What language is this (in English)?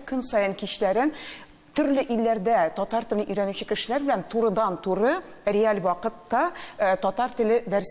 Tatar